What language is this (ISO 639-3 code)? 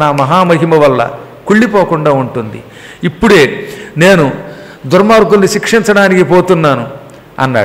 tel